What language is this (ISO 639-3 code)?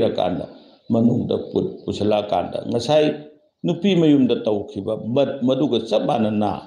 mni